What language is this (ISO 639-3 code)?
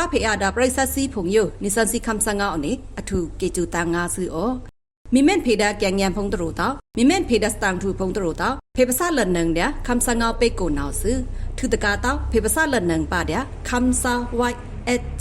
blk